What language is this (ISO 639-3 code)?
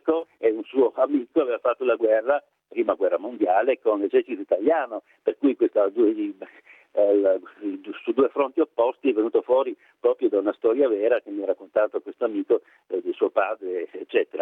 ita